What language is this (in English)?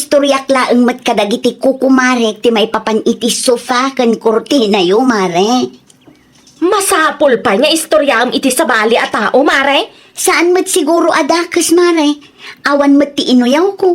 Iloko